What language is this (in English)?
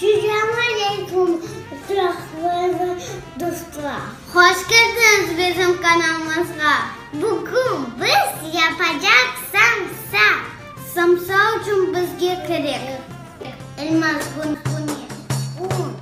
Crimean Tatar